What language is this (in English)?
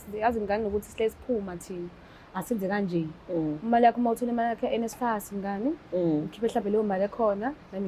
Zulu